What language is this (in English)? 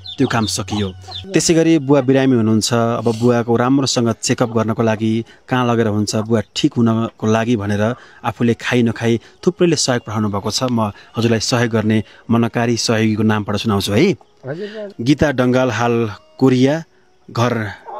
Nepali